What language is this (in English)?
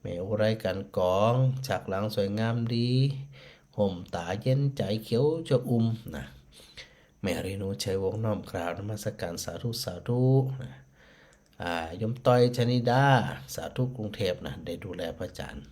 Northern Thai